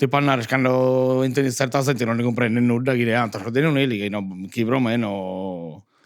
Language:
Sardinian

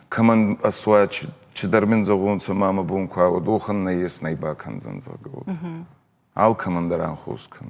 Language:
Ossetic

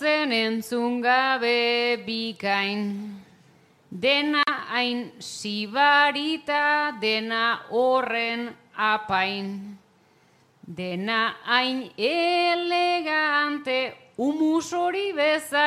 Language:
Basque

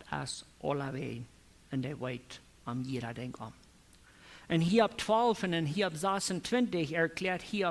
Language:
Plautdietsch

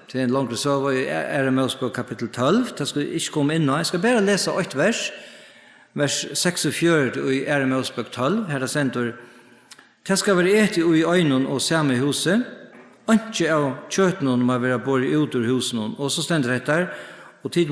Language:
Faroese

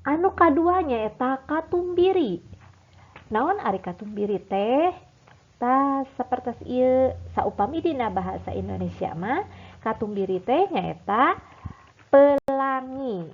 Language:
Sundanese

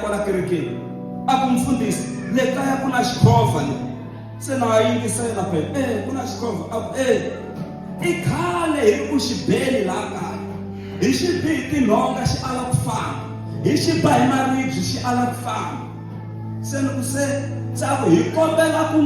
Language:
Tsonga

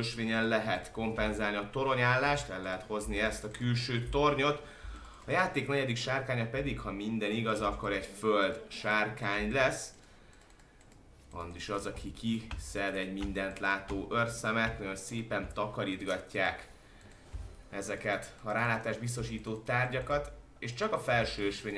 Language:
Hungarian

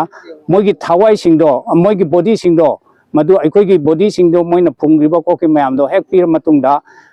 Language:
Manipuri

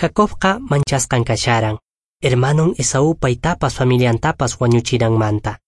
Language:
Quechua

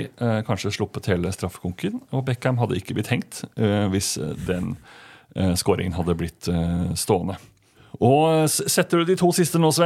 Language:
Norwegian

